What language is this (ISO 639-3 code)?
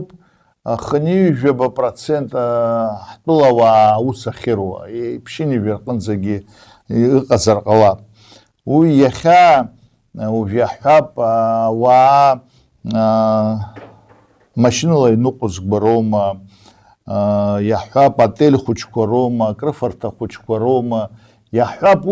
abk